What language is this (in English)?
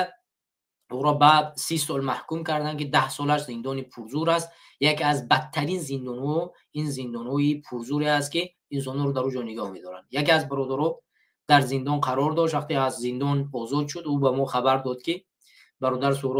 Tajik